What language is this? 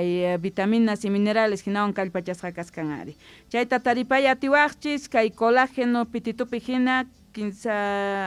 Quechua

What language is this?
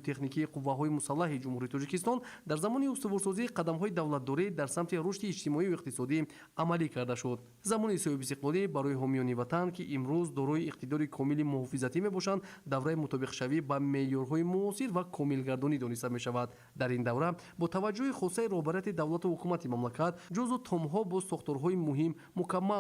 Tajik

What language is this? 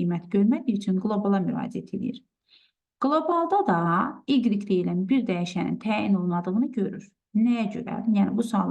Azerbaijani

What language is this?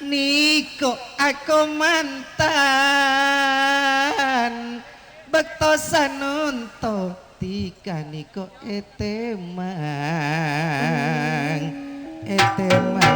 Madurese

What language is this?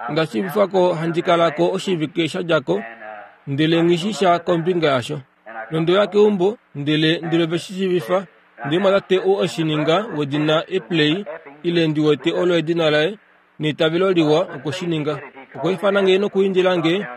Kuanyama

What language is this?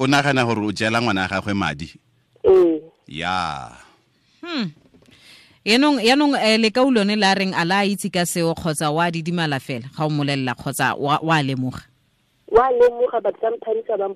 Tswana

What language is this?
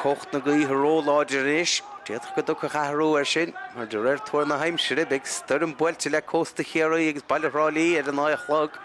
Irish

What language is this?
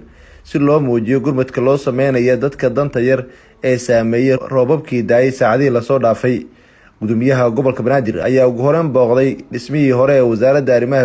Somali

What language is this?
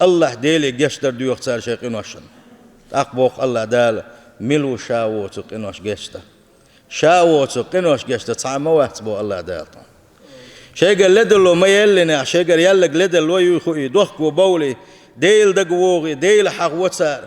Chechen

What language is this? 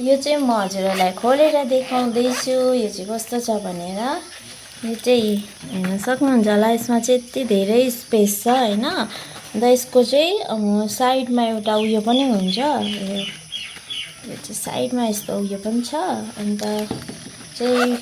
Nepali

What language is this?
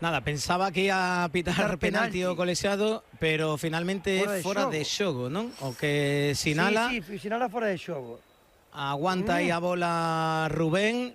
Galician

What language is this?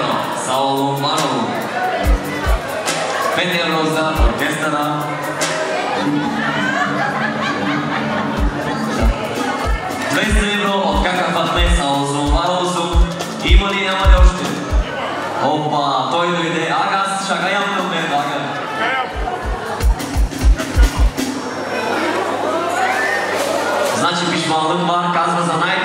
Bulgarian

